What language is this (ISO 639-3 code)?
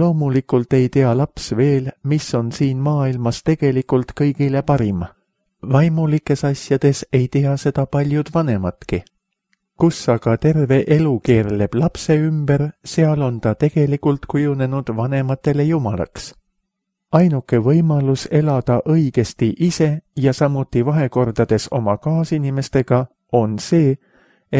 est